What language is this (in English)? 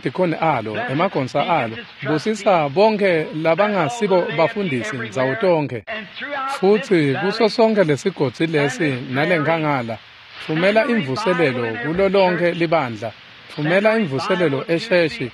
Swati